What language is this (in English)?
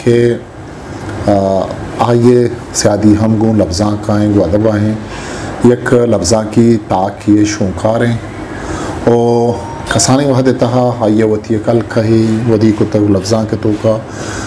Baluchi